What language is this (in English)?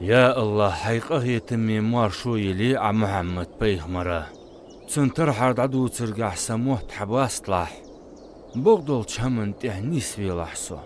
Ingush